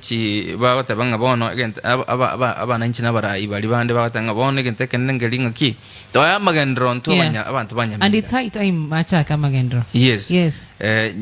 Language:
Gusii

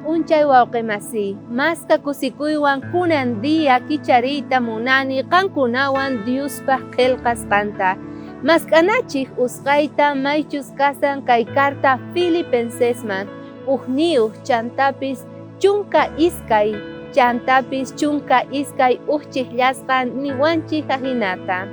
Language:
South Bolivian Quechua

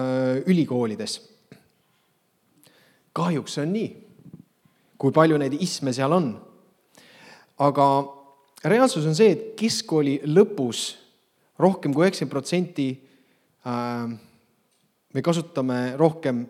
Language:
Estonian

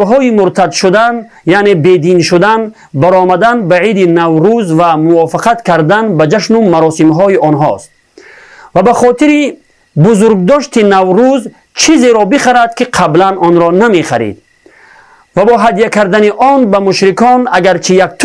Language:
Tajik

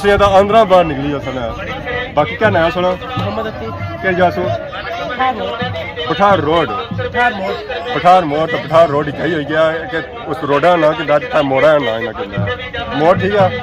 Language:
Pahari-Potwari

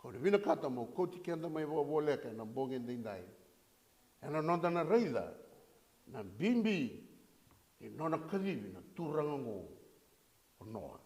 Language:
Fijian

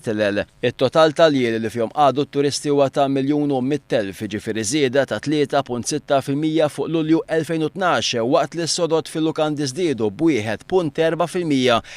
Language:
Maltese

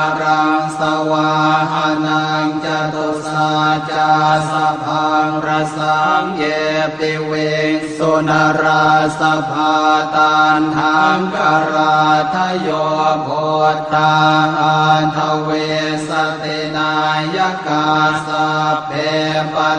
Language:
Pali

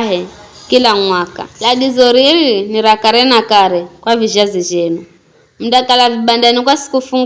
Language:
Giryama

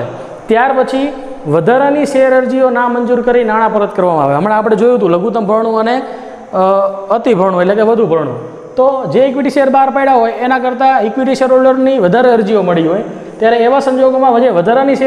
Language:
Gujarati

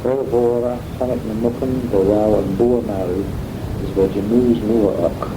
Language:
Manx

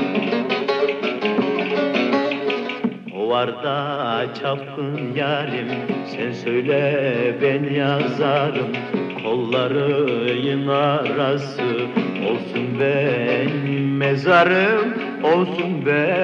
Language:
Turkish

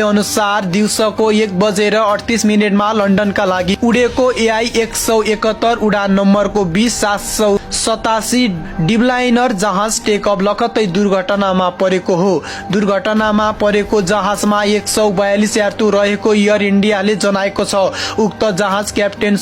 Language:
Nepali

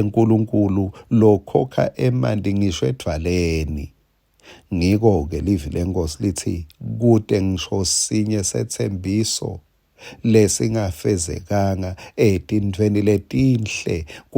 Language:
Swati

